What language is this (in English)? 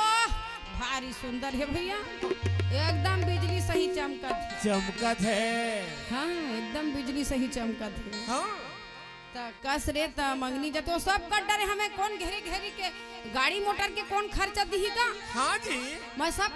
Chhattisgarhi